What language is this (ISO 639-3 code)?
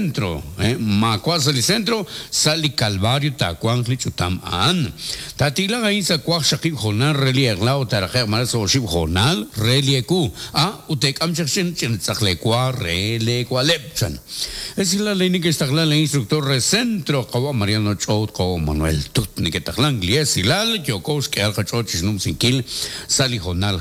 kek